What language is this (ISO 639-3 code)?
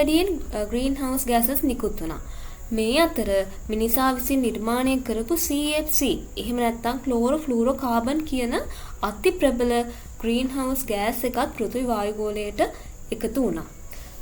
sin